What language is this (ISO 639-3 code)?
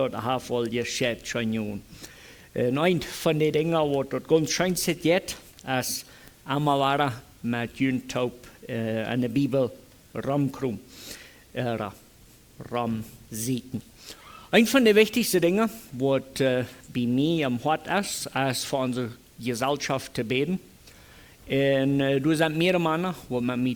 pdt